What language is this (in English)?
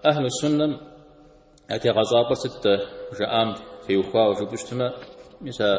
Kabardian